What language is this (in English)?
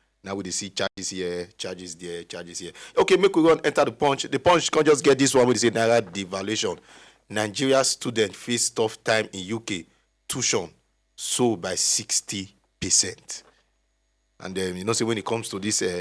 Nigerian Pidgin